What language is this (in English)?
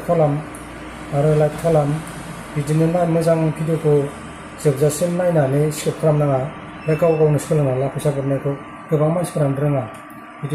Bodo